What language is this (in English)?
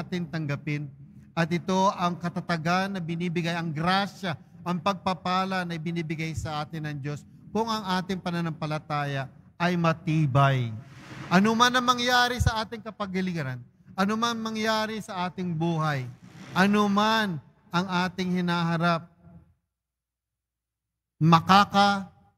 Filipino